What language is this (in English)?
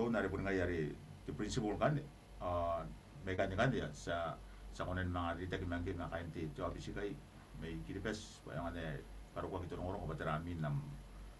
Gilbertese